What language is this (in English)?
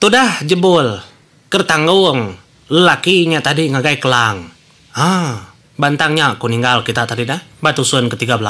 Iban